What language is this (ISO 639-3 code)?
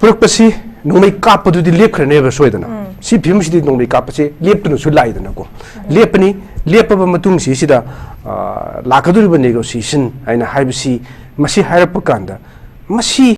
mni